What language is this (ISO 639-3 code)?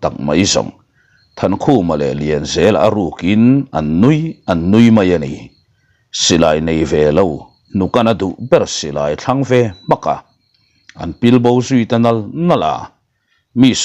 lus